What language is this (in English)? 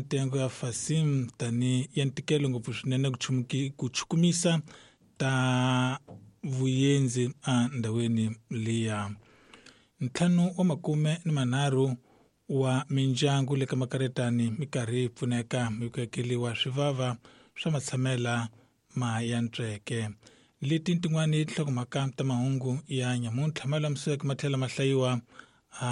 Tsonga